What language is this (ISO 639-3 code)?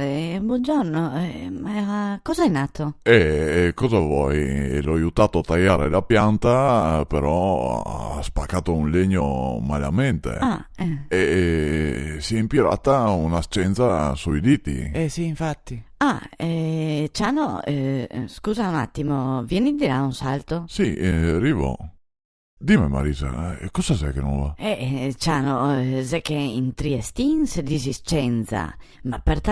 vec